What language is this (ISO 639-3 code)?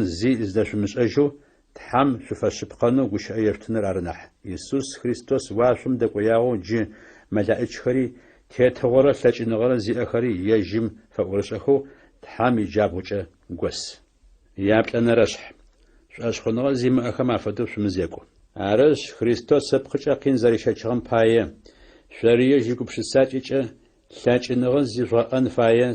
ady